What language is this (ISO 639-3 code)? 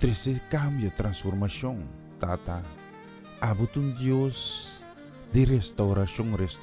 pap